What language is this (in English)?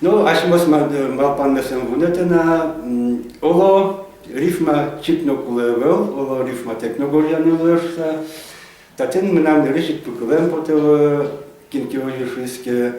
Udmurt